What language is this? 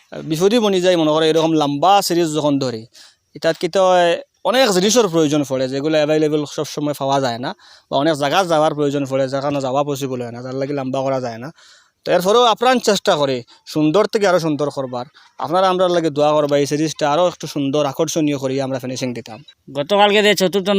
Sylheti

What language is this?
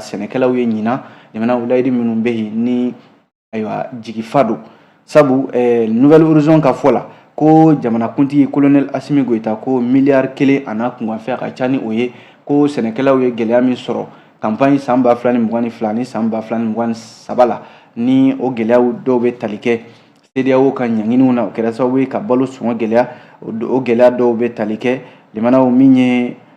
Bambara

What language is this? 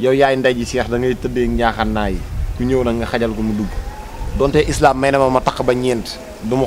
Wolof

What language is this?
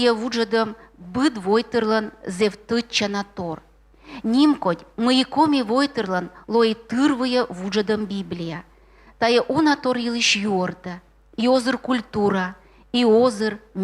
Komi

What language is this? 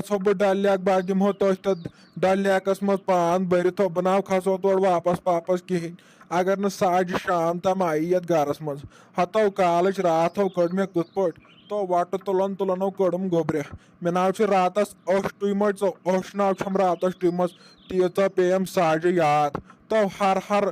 Kashmiri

